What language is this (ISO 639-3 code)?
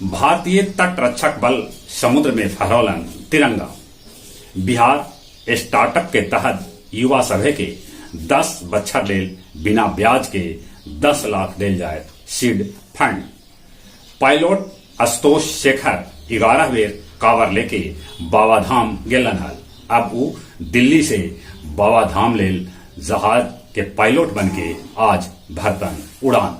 mag